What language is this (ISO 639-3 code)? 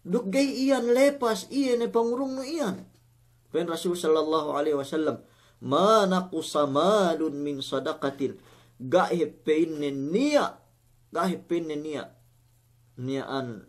yka